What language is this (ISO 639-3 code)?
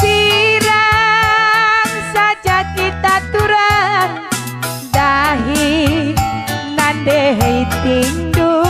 btx